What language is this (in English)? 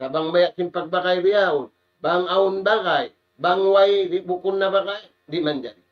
Tausug